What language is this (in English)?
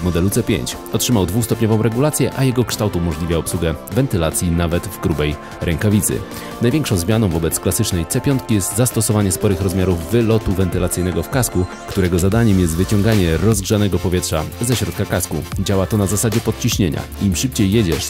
Polish